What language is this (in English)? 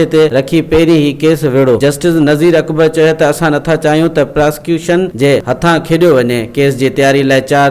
Sindhi